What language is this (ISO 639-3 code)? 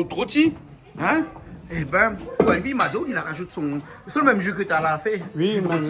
rcf